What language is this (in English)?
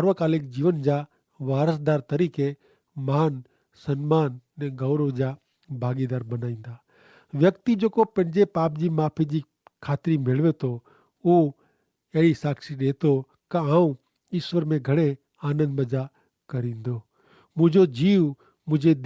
Kachhi